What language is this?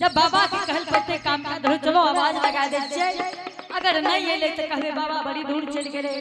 Angika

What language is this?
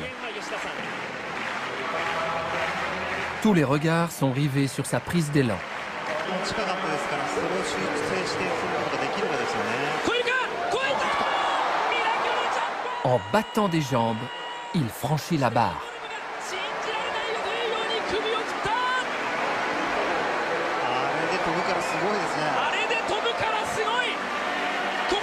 French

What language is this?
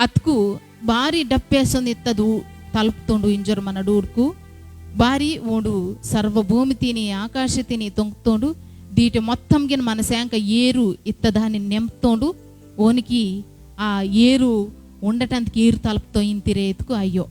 Koya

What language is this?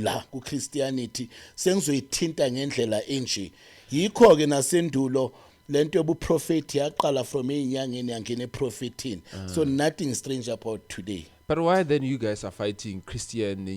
Zulu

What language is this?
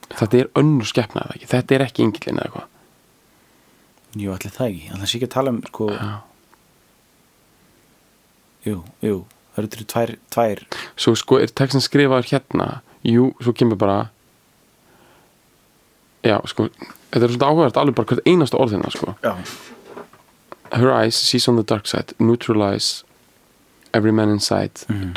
Icelandic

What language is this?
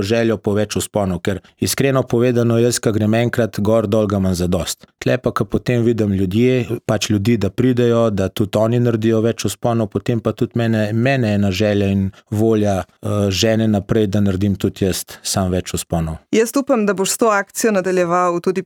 Slovenian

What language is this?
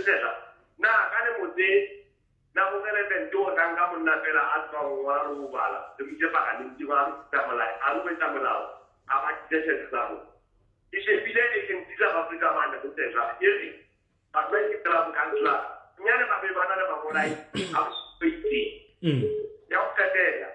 Southern Sotho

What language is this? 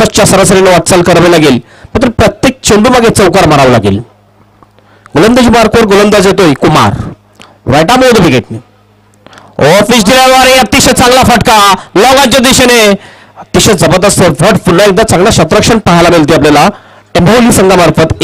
Marathi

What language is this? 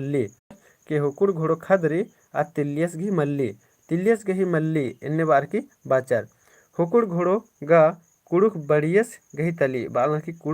Kurukh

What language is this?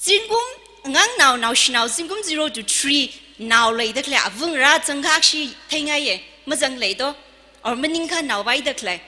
Tangkhul Naga (India)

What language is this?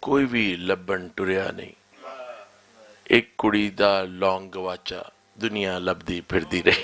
Western Panjabi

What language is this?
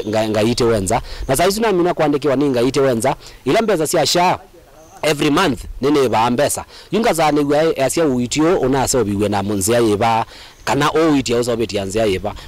Kamba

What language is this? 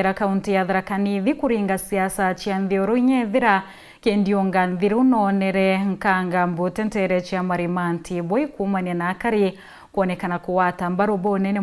Meru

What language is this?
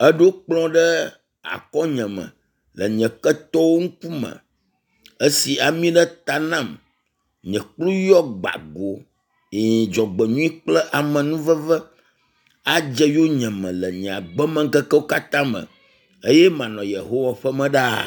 Ewe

